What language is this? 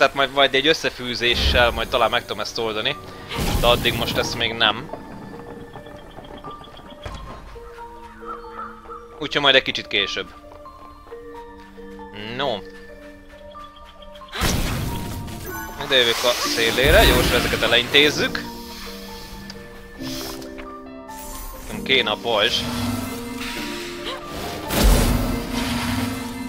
Hungarian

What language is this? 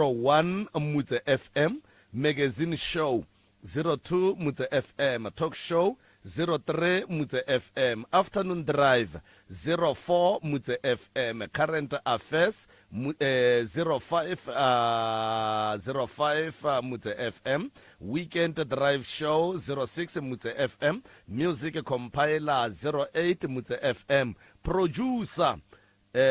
Northern Sotho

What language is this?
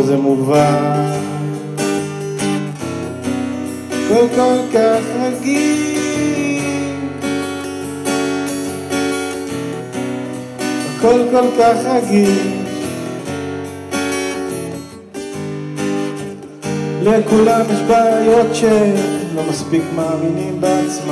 Hebrew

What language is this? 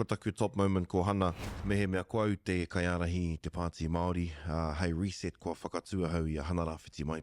Māori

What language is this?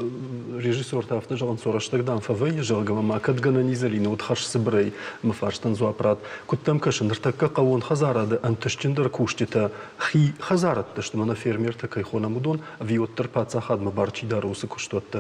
Ossetic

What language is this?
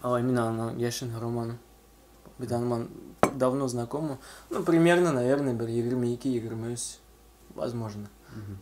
Bashkir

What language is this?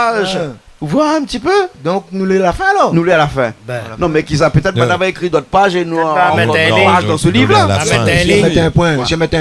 Réunion Creole French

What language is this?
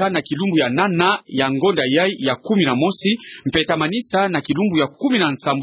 Kituba (Democratic Republic of Congo)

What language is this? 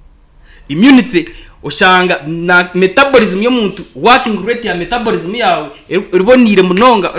Nyankole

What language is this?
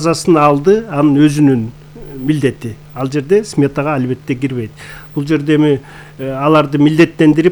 Kyrgyz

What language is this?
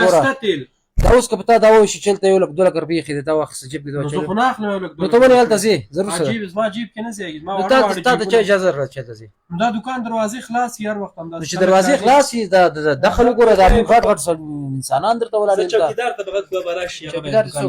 Pashto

